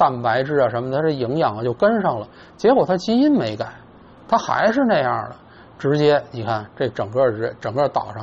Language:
Chinese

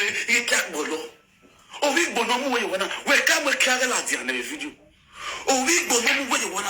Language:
Nigerian Pidgin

